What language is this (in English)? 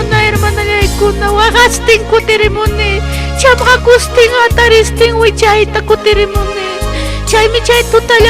Ayacucho Quechua